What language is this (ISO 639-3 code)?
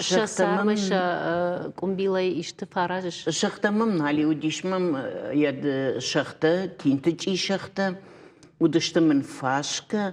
oss